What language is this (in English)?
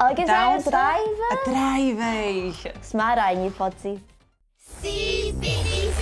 Scottish Gaelic